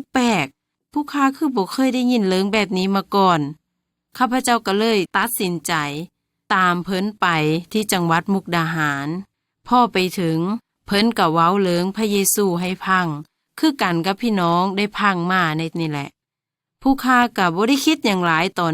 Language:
Lao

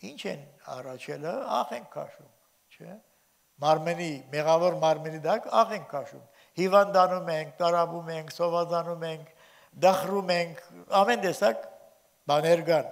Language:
Armenian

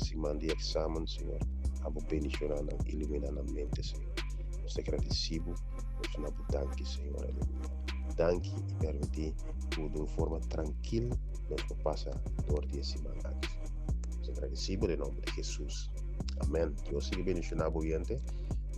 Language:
Papiamento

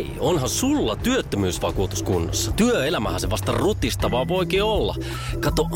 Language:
Finnish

